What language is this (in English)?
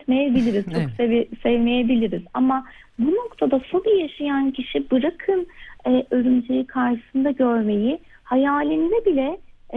Turkish